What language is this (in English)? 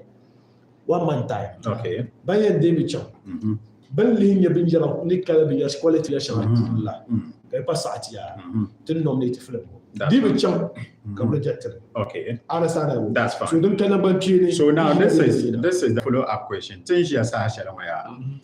Dagbani